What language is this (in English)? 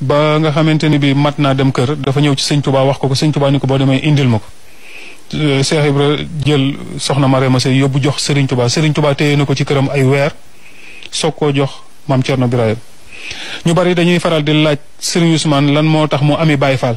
Wolof